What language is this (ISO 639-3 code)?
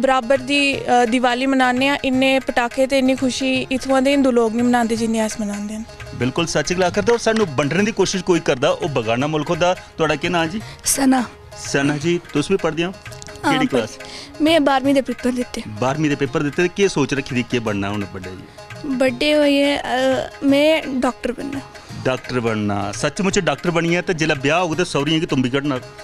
doi